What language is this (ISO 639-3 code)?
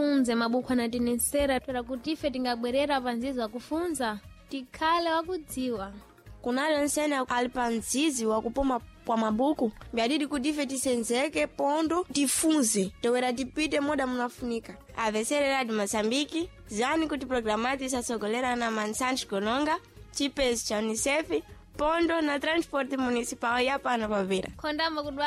seh